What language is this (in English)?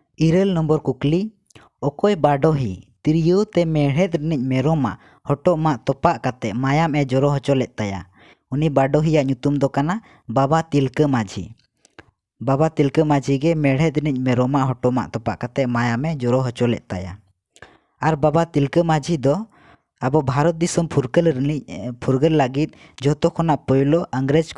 Santali